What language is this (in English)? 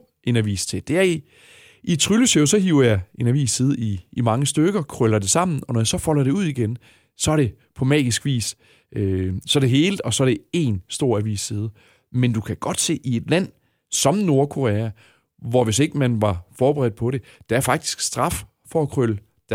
Danish